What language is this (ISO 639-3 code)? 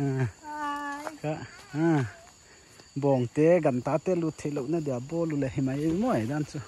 pck